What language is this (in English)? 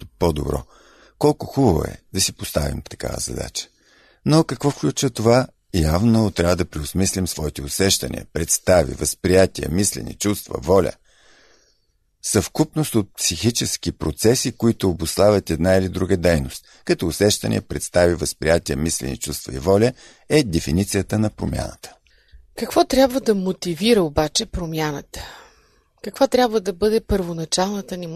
Bulgarian